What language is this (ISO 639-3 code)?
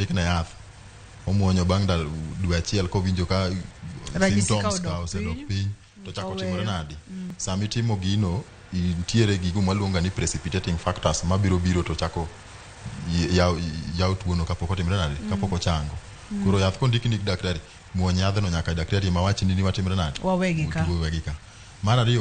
luo